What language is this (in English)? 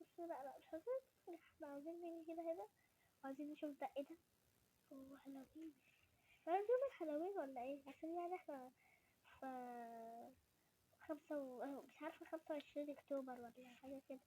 Egyptian Arabic